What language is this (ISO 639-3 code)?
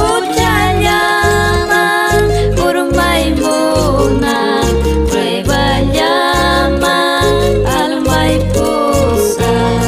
quy